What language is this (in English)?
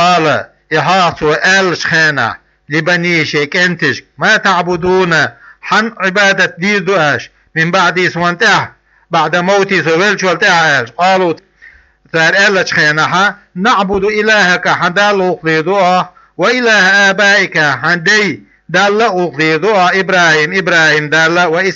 Chechen